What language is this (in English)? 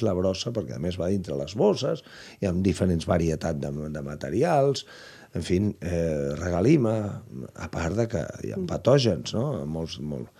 Catalan